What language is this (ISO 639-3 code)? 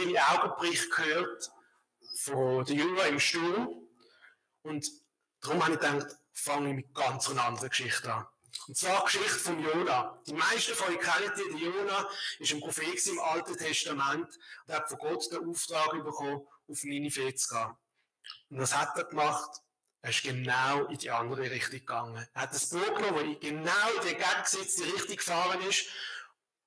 gsw